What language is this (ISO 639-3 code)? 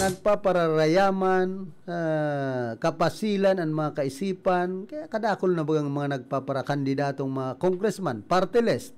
bik